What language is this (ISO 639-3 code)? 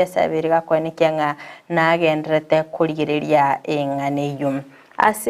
guz